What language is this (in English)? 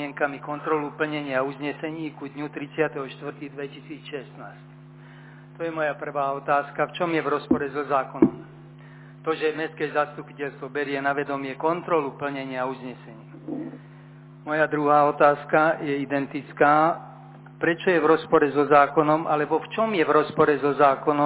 Slovak